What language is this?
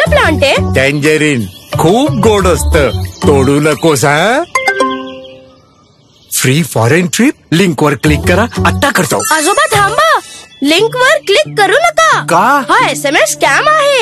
Marathi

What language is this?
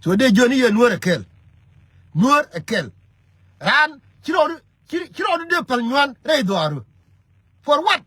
Nuer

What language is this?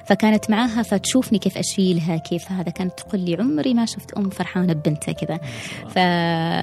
Gulf Arabic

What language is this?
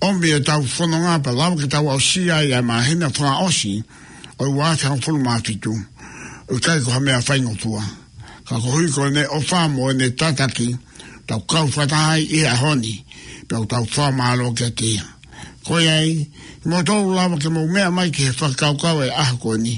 Tongan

